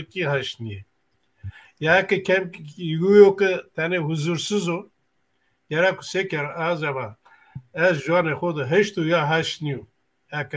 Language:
Zaza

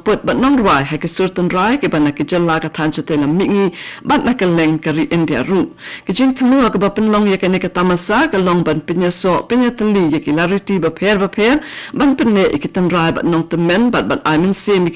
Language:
Khasi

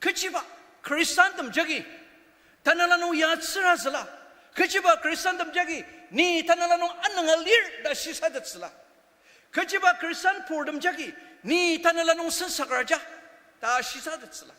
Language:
Ao Naga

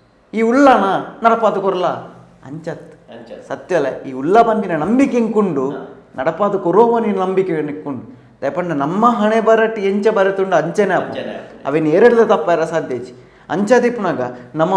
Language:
Tulu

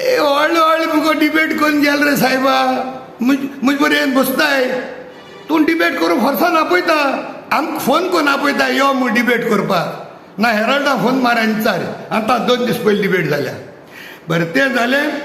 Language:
Konkani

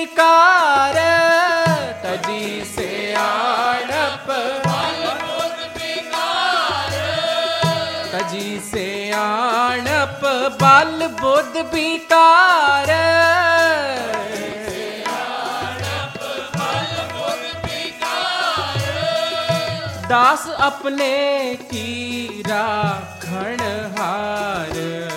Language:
Punjabi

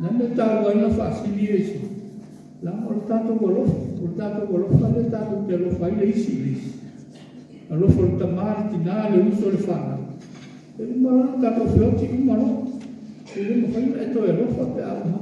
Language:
Samoan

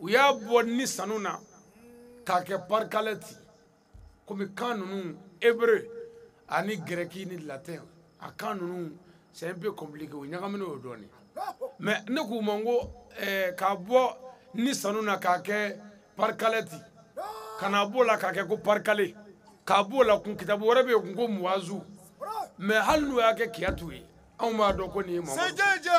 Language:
Bambara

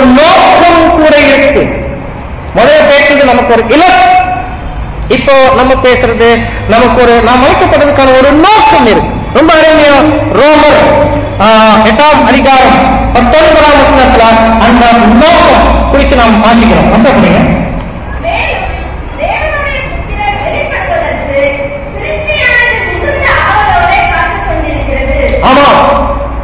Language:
Tamil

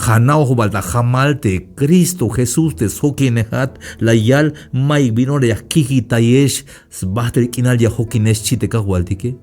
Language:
Tzeltal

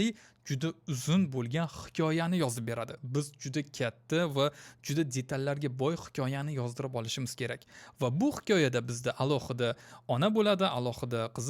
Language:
Uzbek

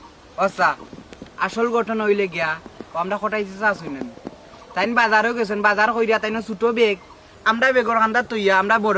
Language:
Sylheti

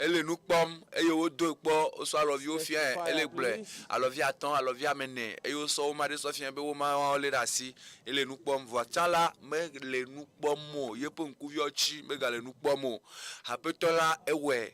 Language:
Ewe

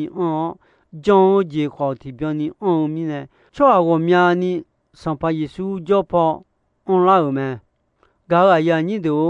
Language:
Akha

